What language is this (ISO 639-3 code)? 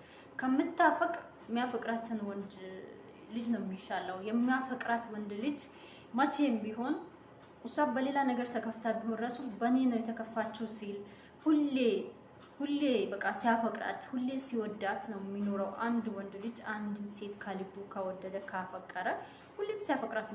amh